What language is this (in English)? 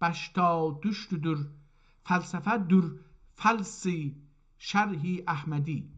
South Azerbaijani